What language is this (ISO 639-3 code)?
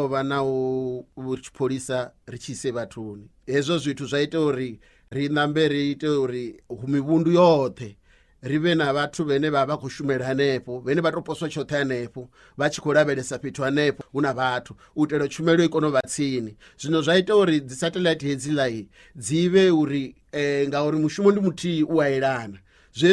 ven